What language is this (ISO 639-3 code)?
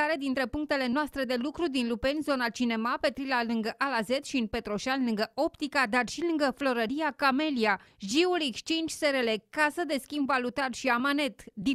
ron